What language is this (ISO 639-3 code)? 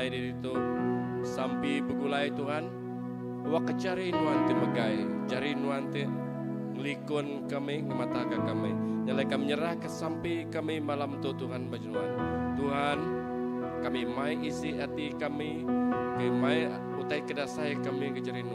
iba